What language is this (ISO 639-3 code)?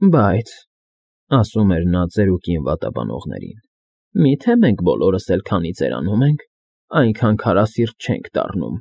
hye